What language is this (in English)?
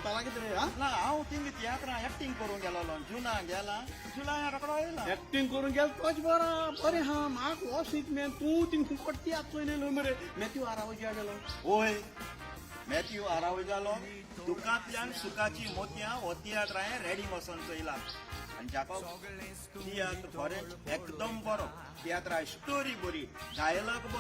Konkani